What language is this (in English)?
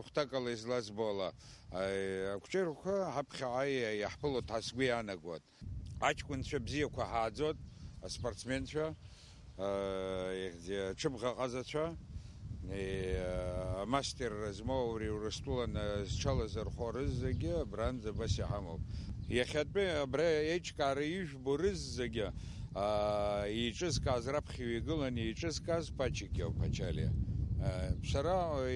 Abkhazian